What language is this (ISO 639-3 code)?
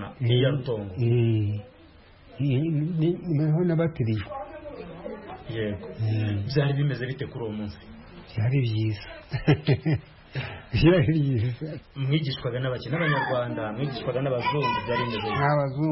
kin